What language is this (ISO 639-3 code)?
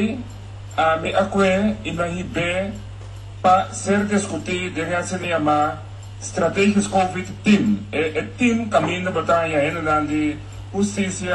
pap